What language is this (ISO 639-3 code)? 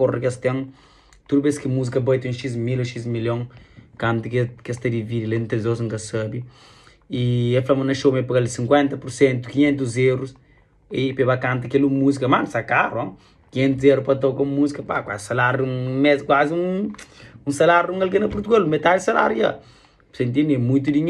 kea